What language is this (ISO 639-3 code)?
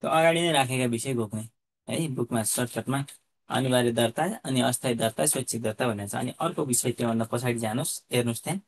nep